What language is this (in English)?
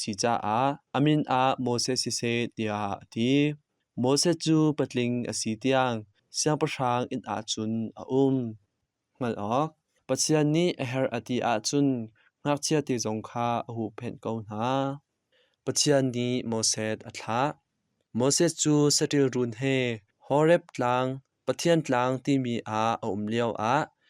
Hakha Chin